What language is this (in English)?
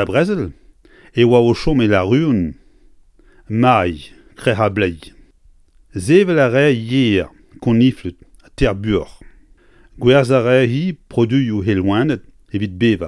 Breton